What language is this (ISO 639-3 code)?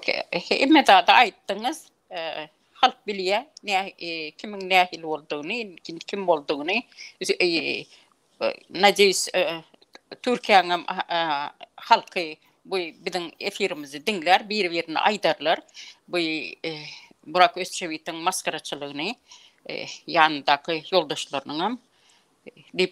tuk